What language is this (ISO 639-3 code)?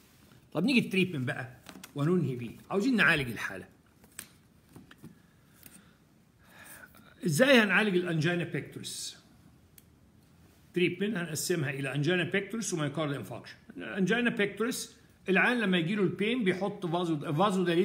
arz